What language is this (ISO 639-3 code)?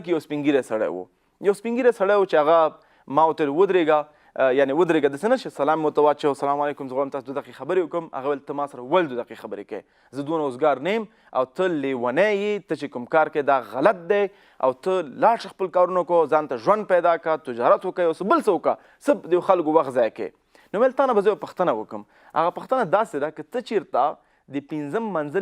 pus